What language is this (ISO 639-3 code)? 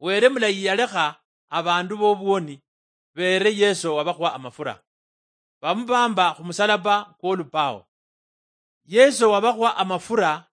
luy